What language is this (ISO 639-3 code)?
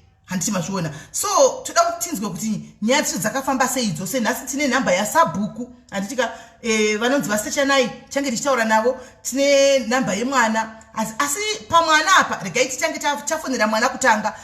sna